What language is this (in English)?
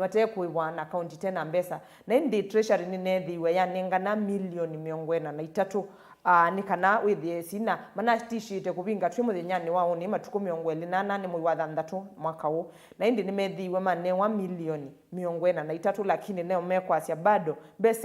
Kamba